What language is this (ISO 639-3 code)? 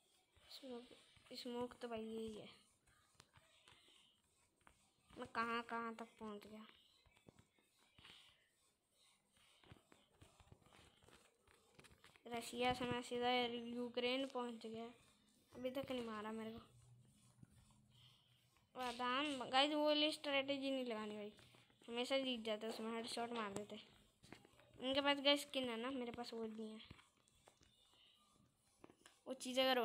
hin